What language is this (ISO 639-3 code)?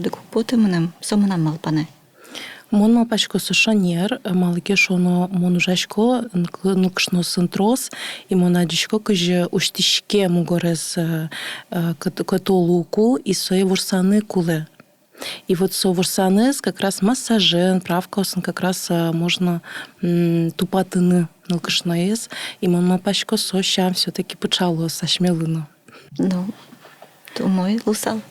udm